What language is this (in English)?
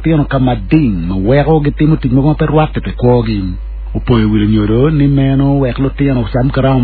Acoli